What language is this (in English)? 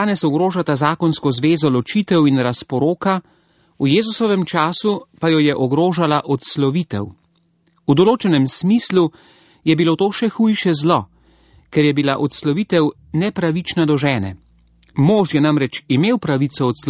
Slovenian